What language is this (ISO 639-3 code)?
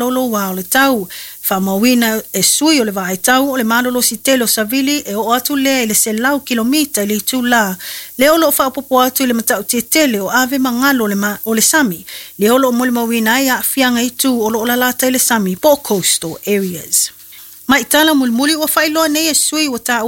smo